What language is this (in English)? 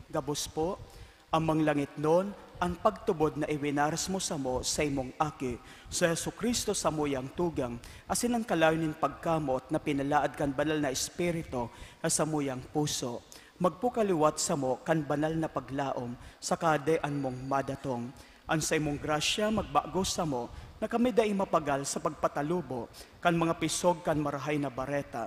Bikol